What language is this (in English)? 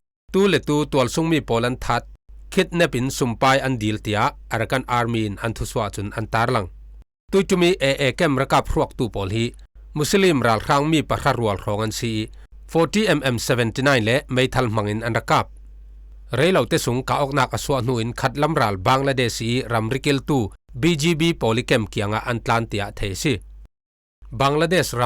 Falam Chin